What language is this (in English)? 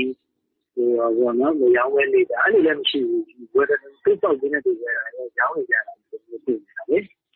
Burmese